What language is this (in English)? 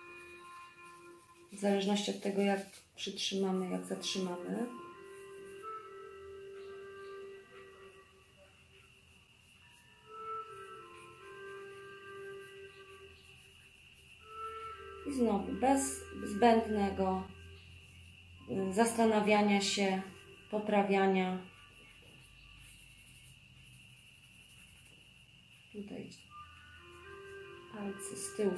Polish